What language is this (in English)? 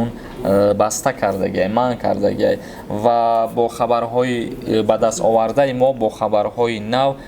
Tajik